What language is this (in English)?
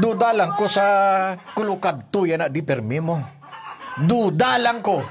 Hiligaynon